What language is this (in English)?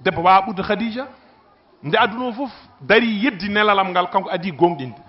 Fula